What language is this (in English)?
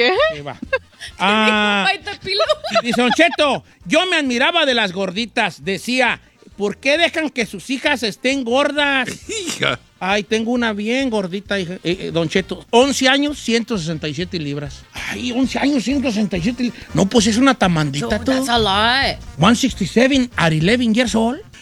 Spanish